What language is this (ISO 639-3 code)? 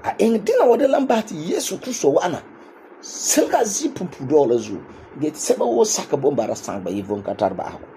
gur